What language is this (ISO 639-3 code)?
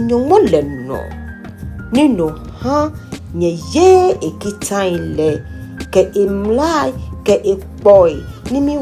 gaa